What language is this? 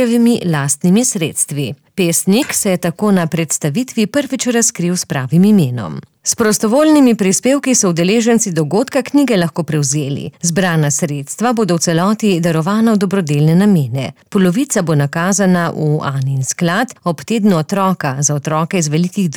Slovenian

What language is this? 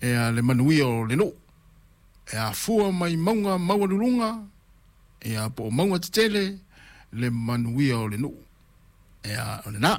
Samoan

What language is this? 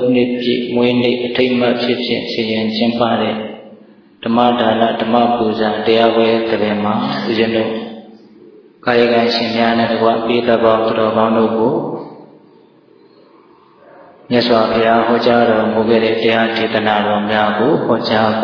Burmese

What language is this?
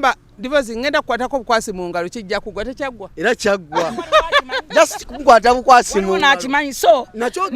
Ganda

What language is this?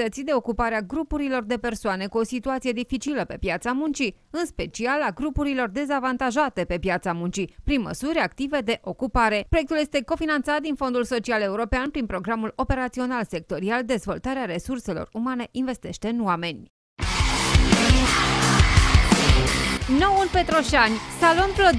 Romanian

